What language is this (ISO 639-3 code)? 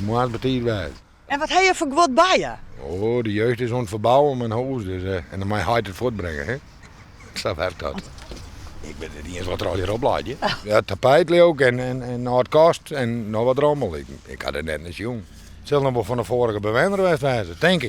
fry